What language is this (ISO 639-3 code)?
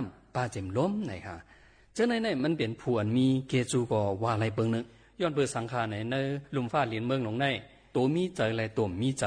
shn